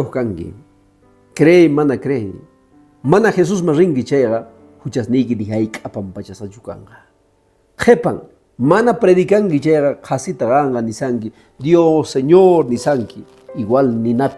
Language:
Quechua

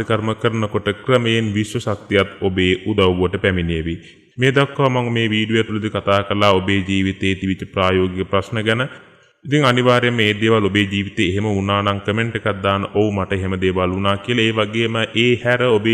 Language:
Sinhala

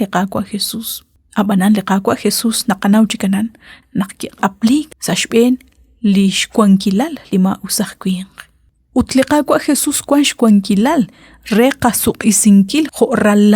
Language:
Kekchí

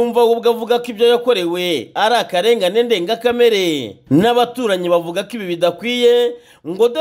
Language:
Kinyarwanda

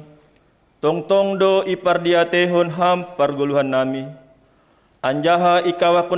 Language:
Batak Simalungun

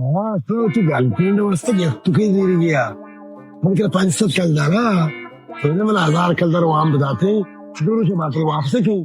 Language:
Baluchi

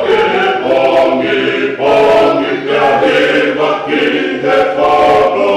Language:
Tongan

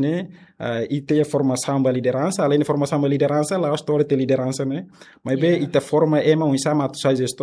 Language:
Tetum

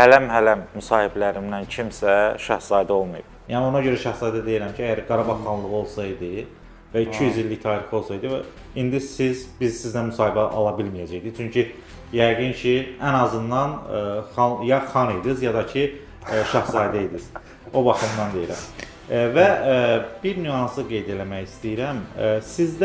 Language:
Azerbaijani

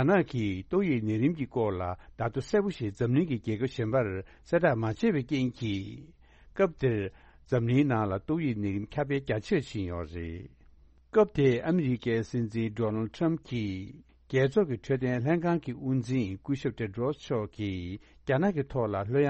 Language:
Tibetan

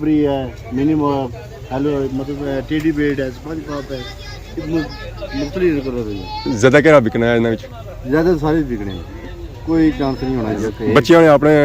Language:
Pahari-Potwari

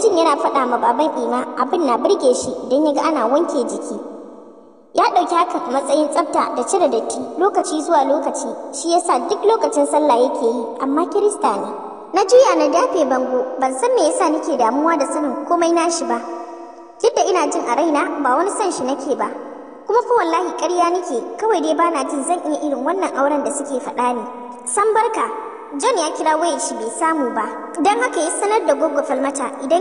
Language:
Hausa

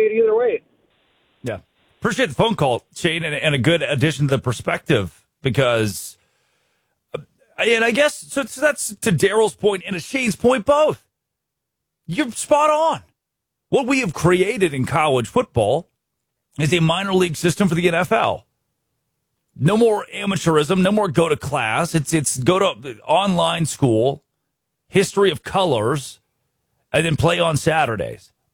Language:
English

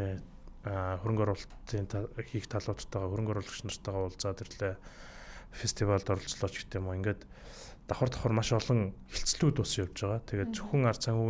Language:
Mongolian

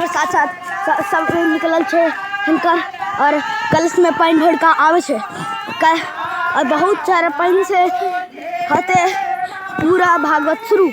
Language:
Maithili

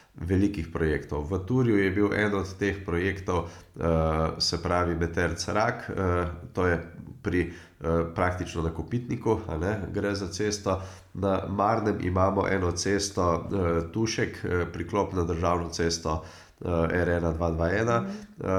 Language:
Slovenian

